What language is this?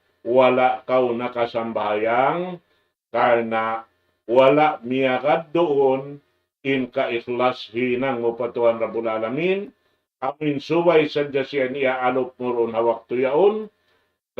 Tausug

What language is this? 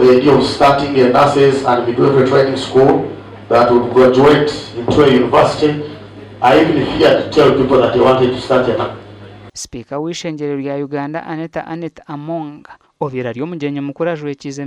Nyankole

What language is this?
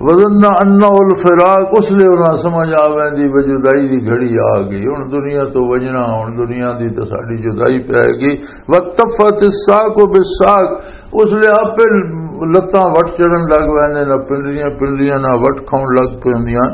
Western Panjabi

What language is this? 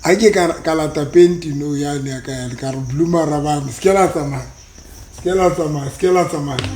Southern Sotho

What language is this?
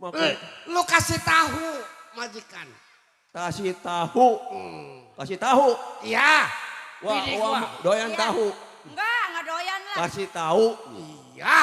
Betawi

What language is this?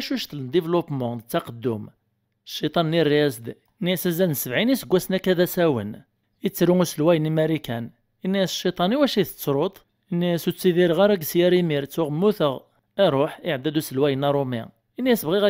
Kabyle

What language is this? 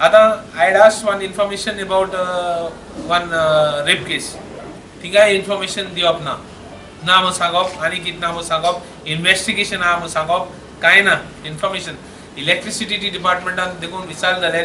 Konkani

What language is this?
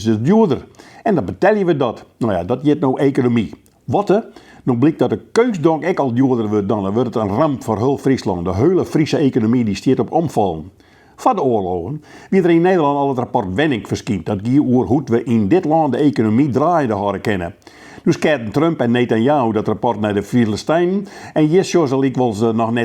Western Frisian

